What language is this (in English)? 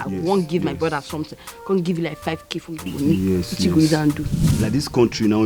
Nigerian Pidgin